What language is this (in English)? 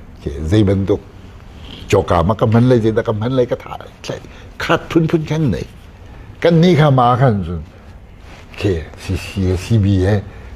Hakha Chin